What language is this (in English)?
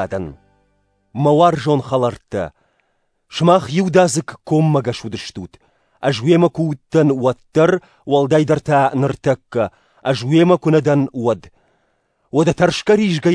Ossetic